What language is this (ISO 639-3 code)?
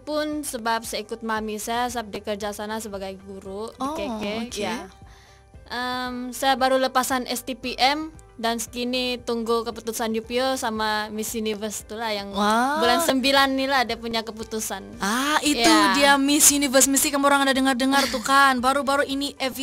msa